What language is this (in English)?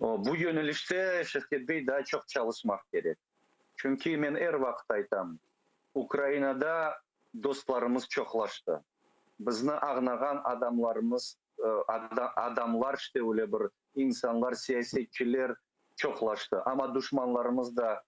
Crimean Tatar